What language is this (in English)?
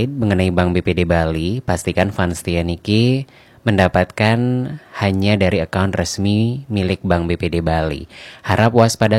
Balinese